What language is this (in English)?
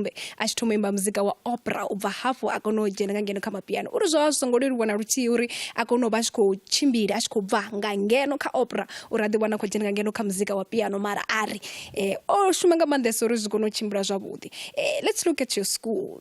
Venda